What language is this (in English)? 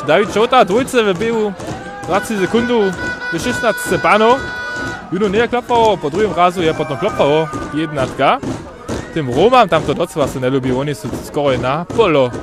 Upper Sorbian